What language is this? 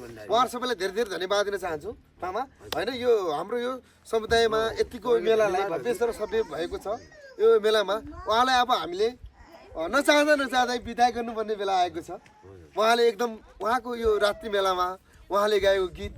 Nepali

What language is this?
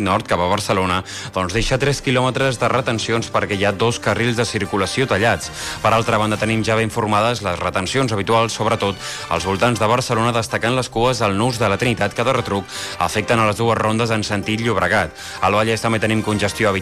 Catalan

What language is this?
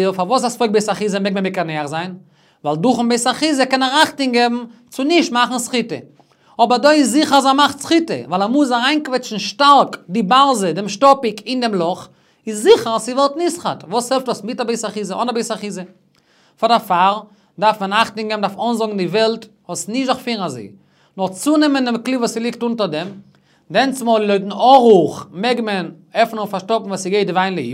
Yiddish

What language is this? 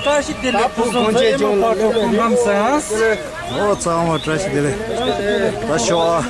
Tibetan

